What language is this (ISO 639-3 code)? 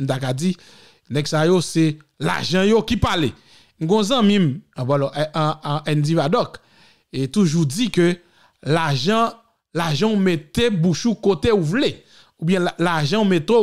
hat